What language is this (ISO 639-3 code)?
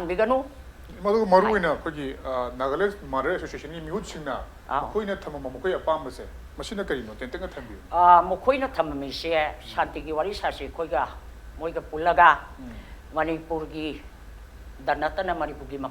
mni